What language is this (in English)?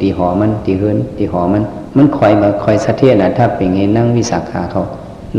Shan